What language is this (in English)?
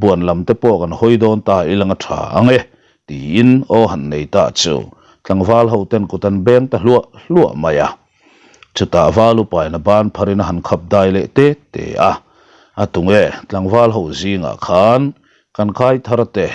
Mizo